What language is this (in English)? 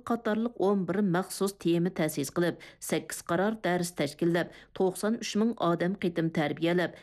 Uyghur